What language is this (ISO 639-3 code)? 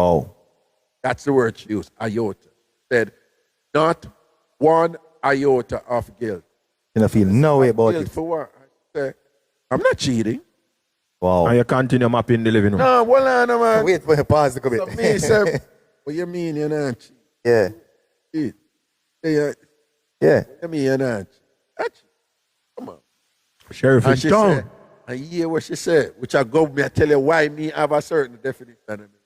jam